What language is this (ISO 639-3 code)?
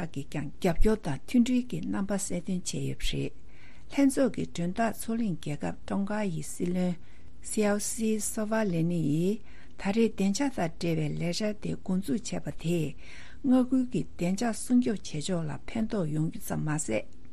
bod